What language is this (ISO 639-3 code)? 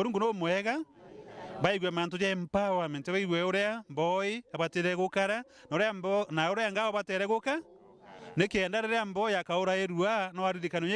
mer